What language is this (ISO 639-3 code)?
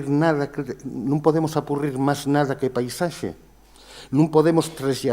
ast